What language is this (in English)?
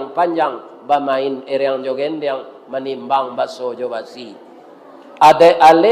Minangkabau